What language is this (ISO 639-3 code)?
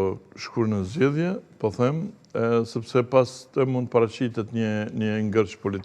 sqi